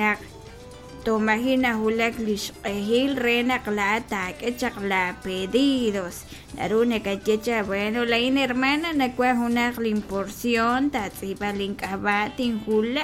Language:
Kekchí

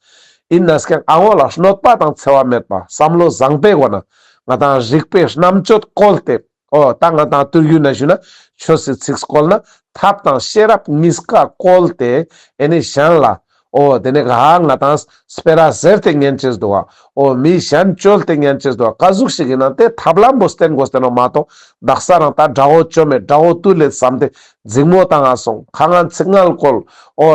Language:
Ladakhi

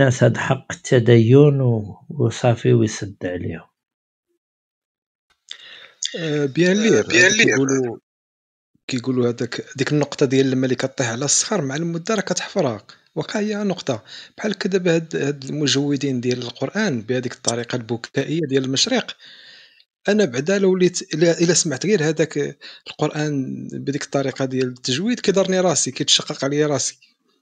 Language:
Moroccan Arabic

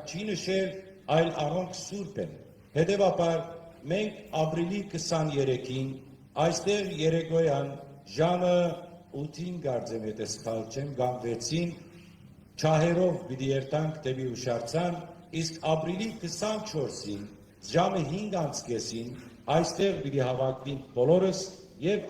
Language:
Western Armenian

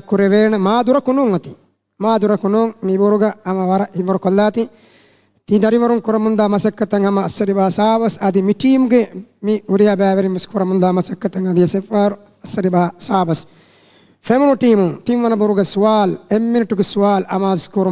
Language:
Divehi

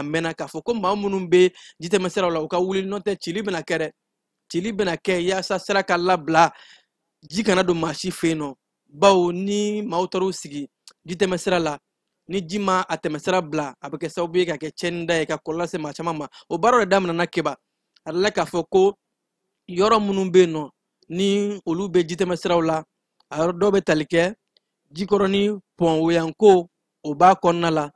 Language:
Bambara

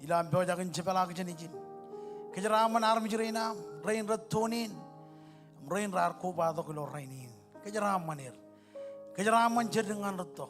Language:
Marshallese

